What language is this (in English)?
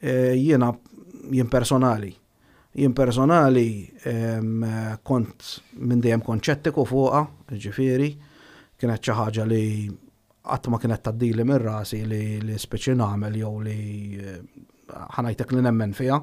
Maltese